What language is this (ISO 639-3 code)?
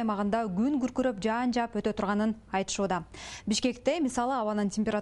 kir